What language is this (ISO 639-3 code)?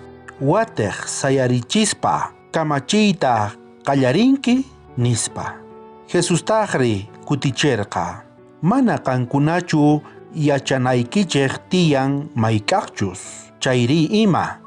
quh